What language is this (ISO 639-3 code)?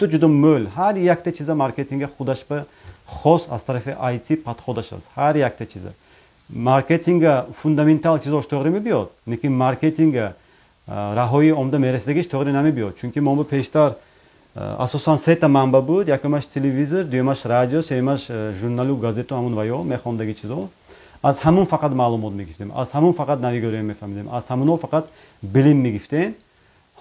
tgk